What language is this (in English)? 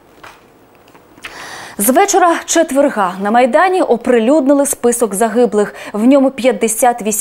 Ukrainian